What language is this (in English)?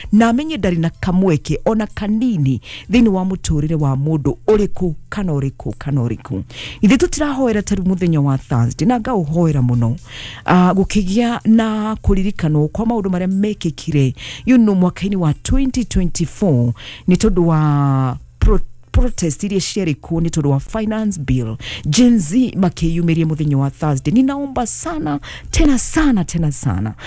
Kikuyu